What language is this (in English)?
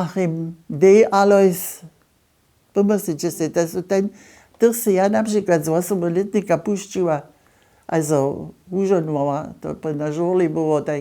Upper Sorbian